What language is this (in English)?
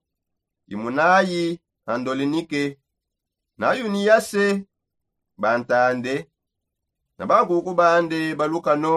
Songe